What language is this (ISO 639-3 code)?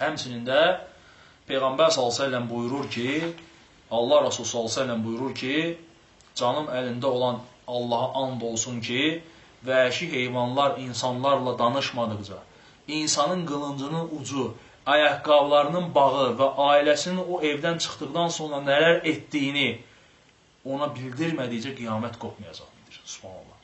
aze